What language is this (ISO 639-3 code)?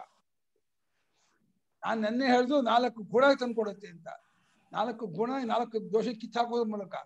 kan